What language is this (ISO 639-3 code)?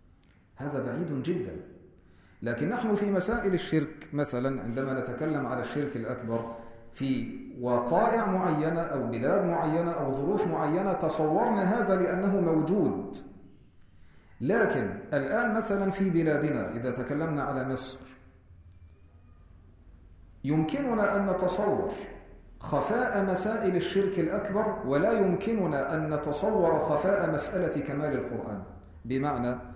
ara